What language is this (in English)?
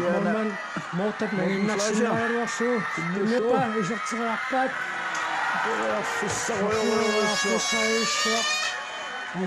Kalaallisut